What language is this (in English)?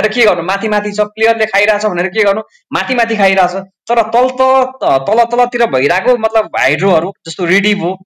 Nepali